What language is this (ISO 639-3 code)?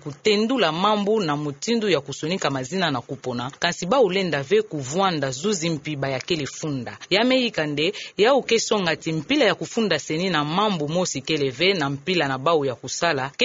ktu